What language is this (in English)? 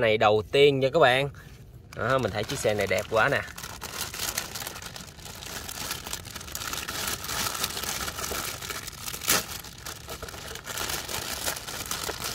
Vietnamese